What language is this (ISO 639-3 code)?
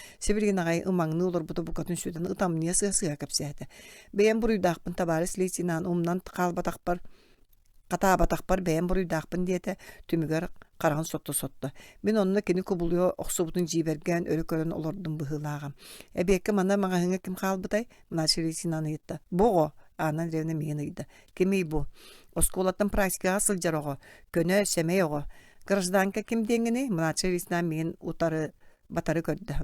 sah